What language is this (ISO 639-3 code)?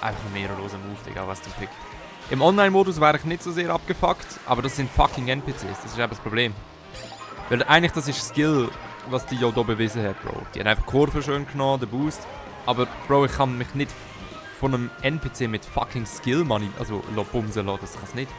gsw